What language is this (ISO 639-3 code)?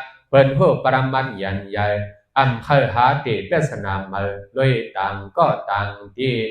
shn